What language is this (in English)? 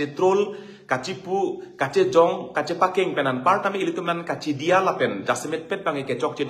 Karbi